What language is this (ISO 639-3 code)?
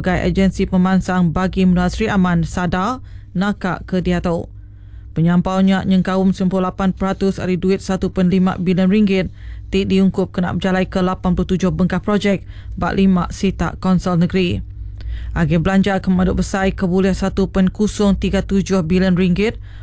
iba